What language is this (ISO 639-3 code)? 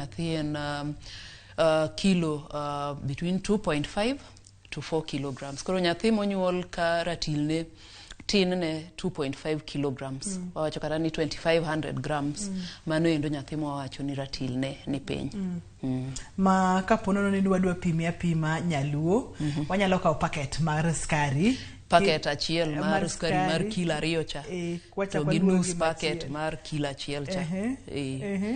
luo